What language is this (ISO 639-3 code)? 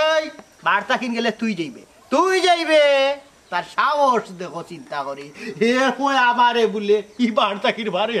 syl